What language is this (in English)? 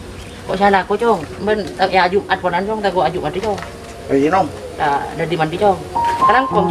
Madurese